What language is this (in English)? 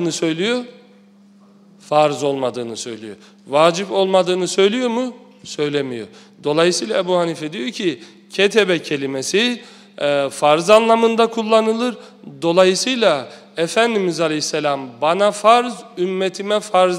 Turkish